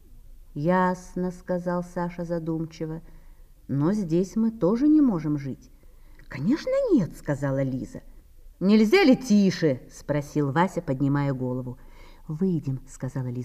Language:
Russian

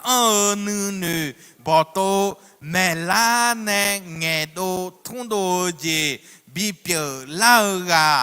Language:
Akha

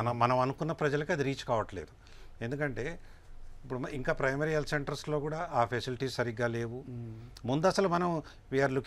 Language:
Telugu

